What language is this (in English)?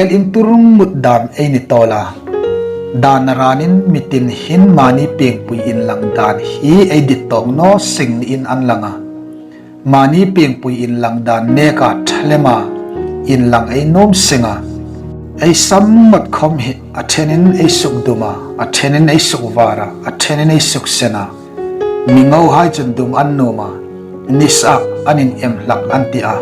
Hmar